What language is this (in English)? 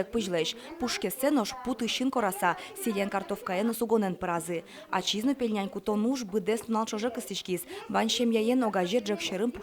Udmurt